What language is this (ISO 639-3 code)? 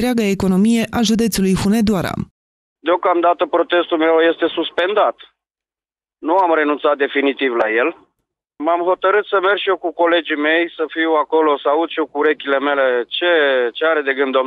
ron